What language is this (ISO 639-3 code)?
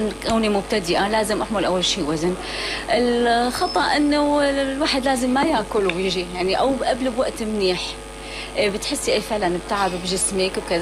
apc